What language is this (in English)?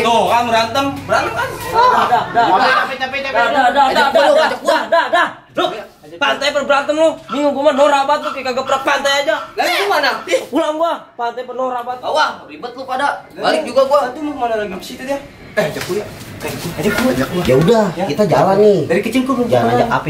Betawi